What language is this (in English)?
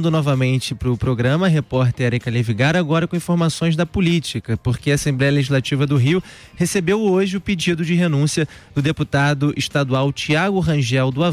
Portuguese